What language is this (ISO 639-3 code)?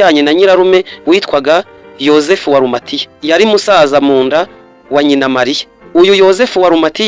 kin